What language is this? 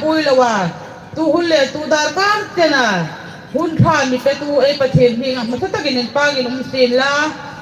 Hmar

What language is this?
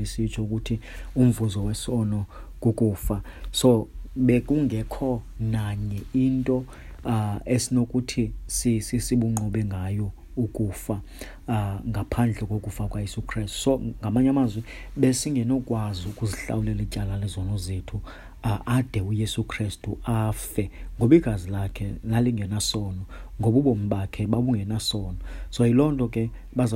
Xhosa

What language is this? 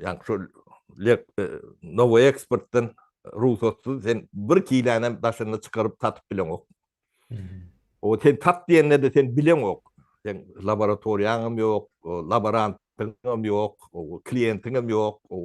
Turkmen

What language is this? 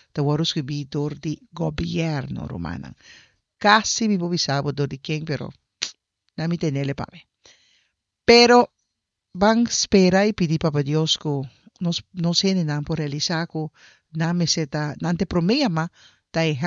Papiamento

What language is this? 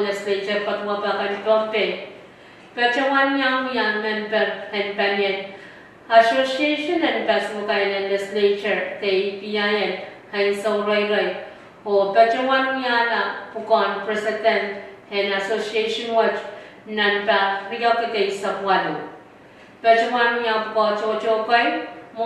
Pohnpeian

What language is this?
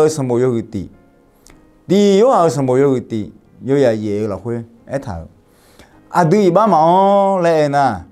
Akha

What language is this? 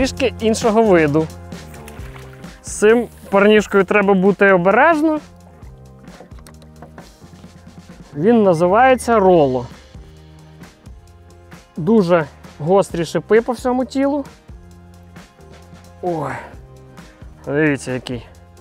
Ukrainian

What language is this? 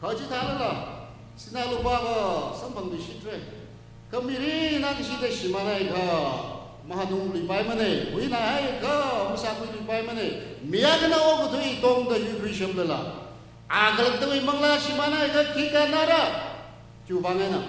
Tangkhul Naga (India)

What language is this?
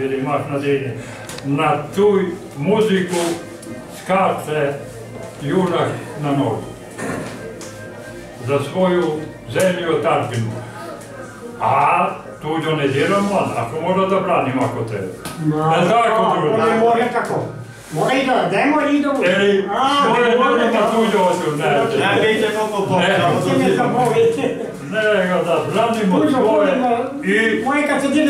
Serbian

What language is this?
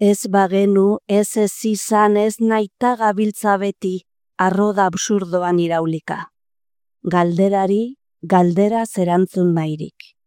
Basque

